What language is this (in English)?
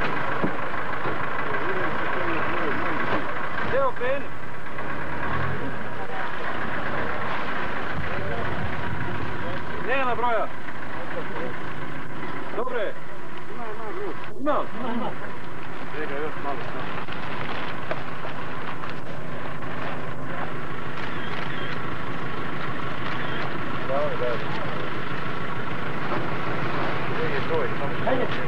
Bosnian